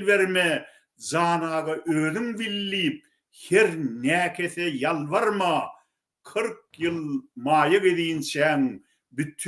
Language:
Turkmen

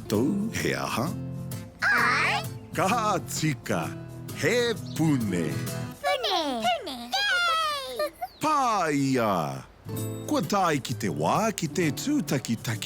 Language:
Māori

